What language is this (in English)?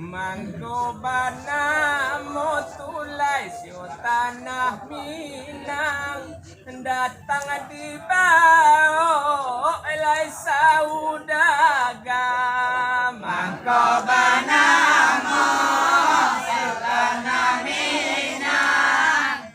Minangkabau